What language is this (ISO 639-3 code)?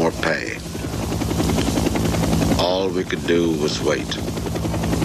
eng